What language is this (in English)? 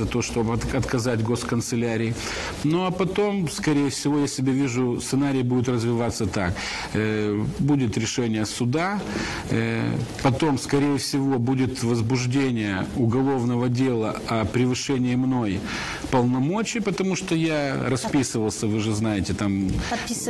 Russian